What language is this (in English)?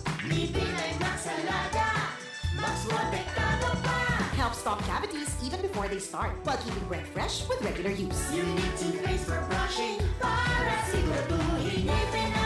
Bikol